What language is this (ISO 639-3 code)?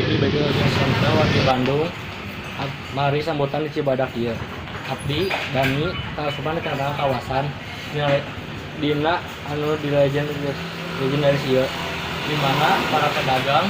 sun